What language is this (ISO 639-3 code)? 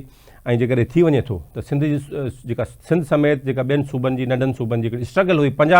snd